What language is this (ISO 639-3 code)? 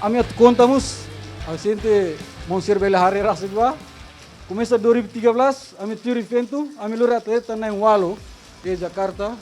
tet